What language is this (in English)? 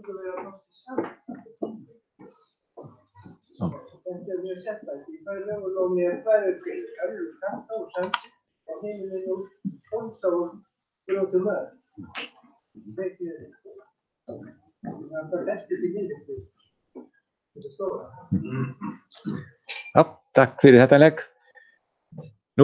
Icelandic